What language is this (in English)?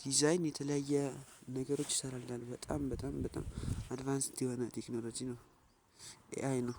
Amharic